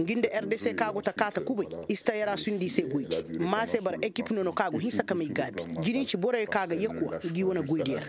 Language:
Koyraboro Senni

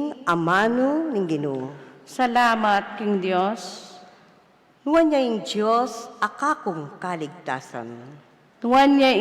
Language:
Pampanga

